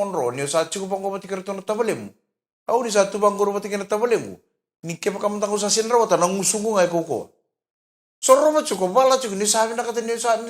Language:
Fijian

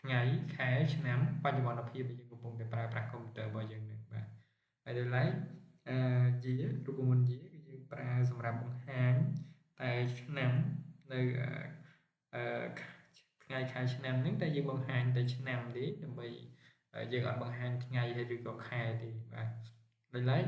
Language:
Khmer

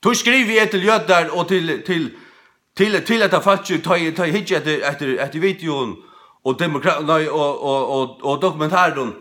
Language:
Faroese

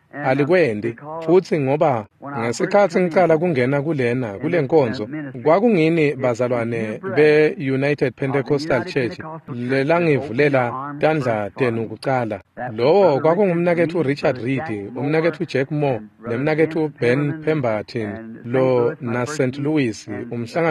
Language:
Swati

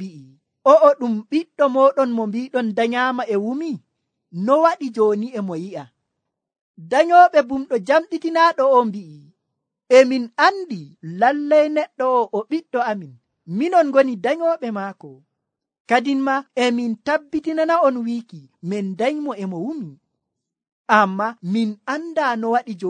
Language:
Nigerian Fulfulde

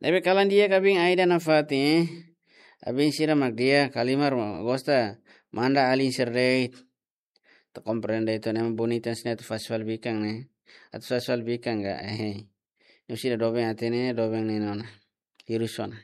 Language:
Tetum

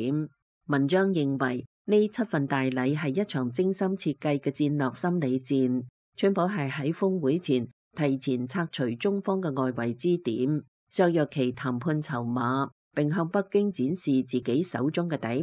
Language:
Cantonese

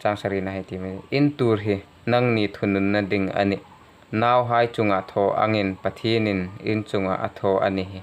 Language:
Hmar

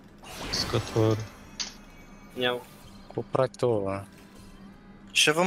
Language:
Bulgarian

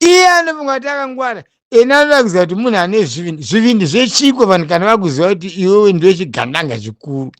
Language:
Shona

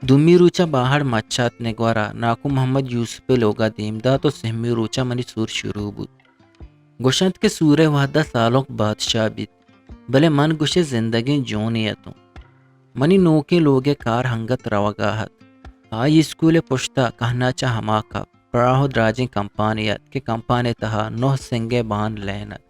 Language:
Eastern Balochi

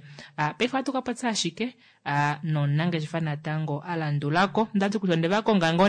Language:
Kuanyama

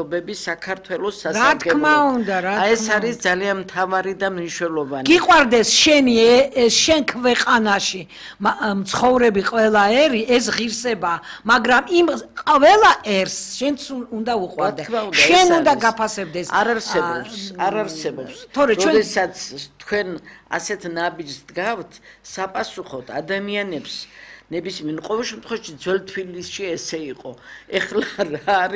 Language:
Georgian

